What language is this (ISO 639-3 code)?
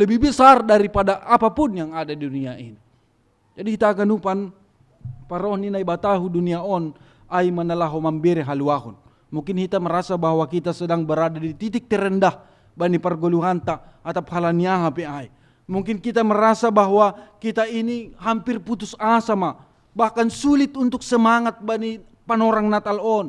bts